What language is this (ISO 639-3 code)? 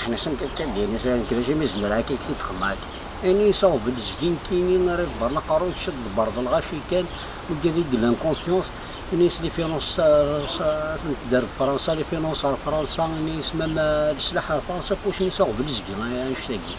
kab